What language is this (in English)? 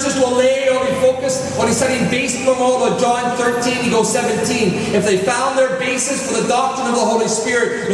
Tok Pisin